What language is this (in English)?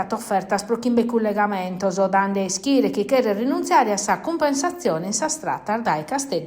Sardinian